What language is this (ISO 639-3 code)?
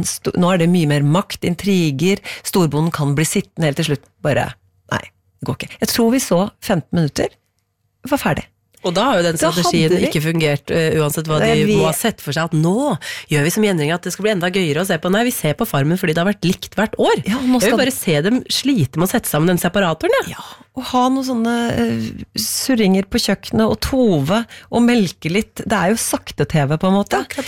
nor